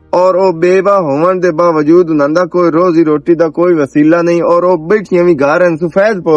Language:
Western Panjabi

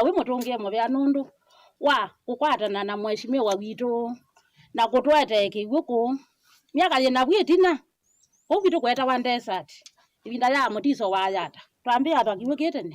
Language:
Kamba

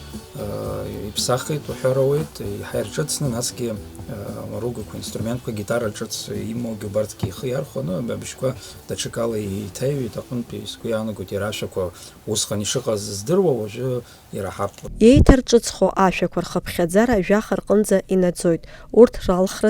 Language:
Abkhazian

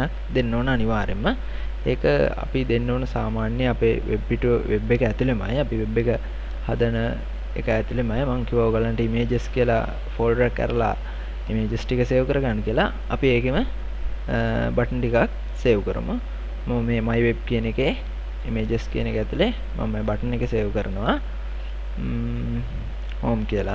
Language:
Sinhala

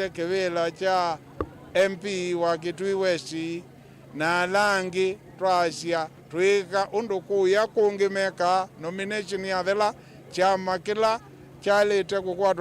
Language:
Kamba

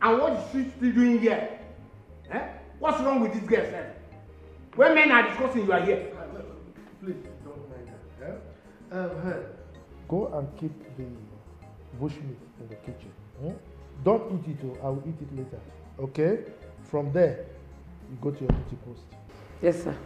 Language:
Nigerian Pidgin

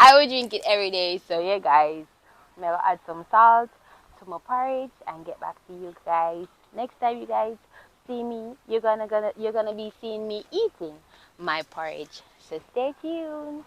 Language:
Jamaican Creole English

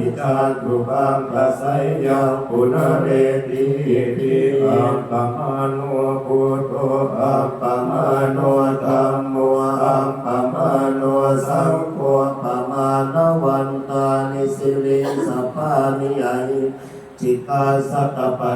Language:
Pali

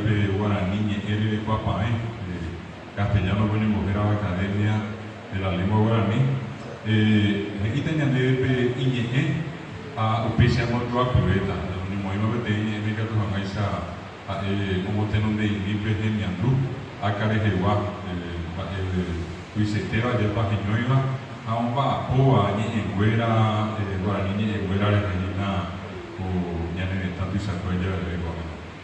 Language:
Guarani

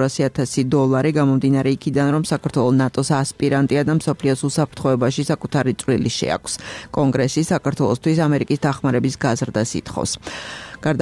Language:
Georgian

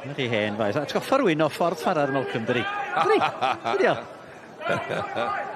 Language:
Welsh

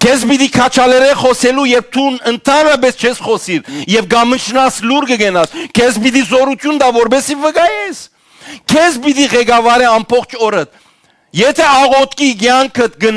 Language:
Western Armenian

